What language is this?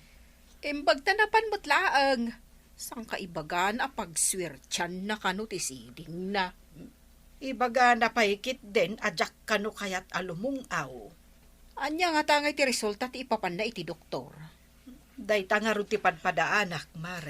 Iloko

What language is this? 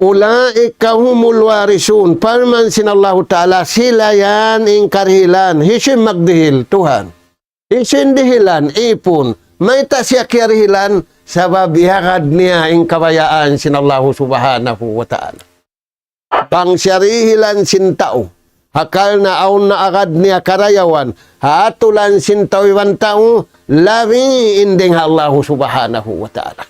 Tausug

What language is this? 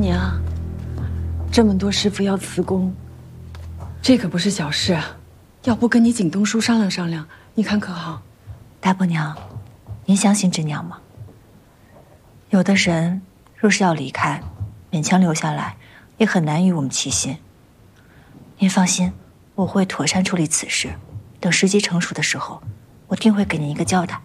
Chinese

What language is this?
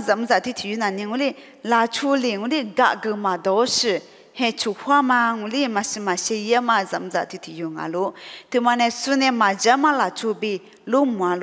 Lisu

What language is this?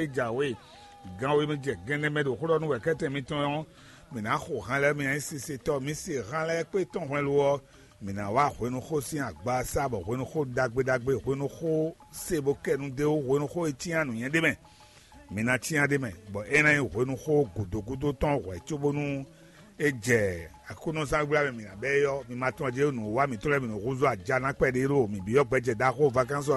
Fon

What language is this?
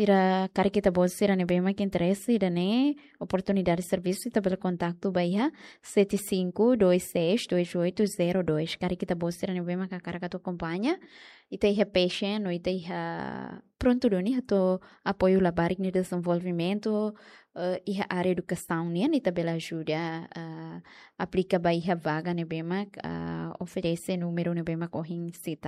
Tetum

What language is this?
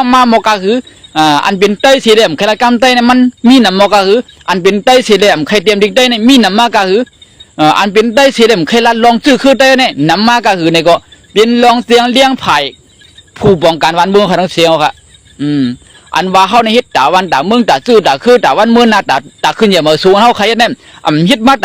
Shan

